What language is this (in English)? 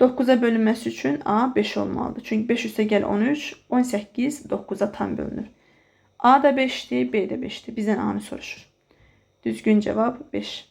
Azerbaijani